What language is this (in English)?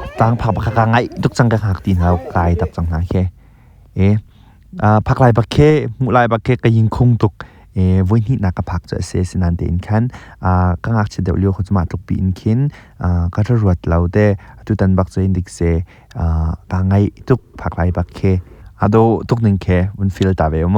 Hakha Chin